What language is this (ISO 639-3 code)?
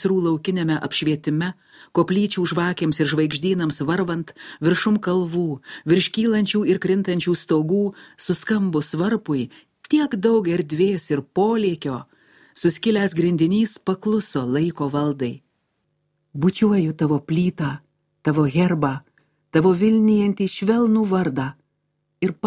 lit